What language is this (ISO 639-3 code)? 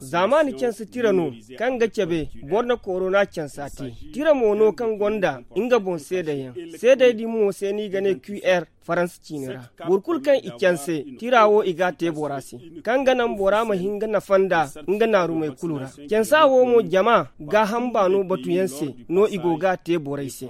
dje